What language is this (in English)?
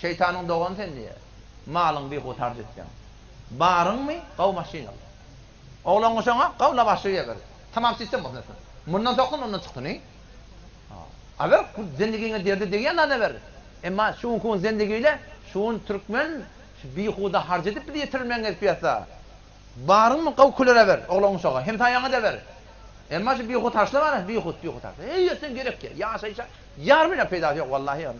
Turkmen